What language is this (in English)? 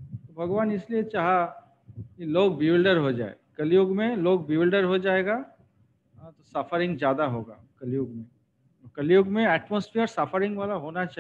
Hindi